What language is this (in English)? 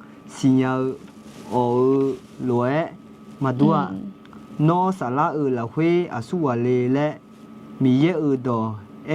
Akha